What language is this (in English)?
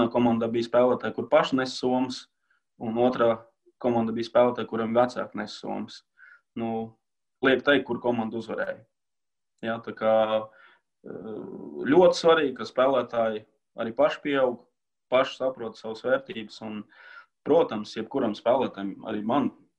Latvian